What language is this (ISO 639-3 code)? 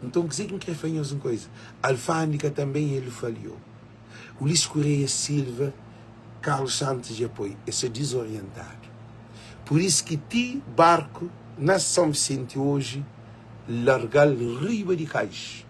kea